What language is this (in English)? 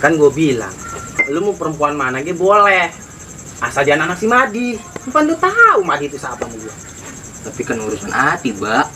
Betawi